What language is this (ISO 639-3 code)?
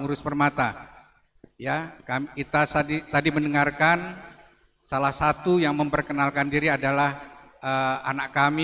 btx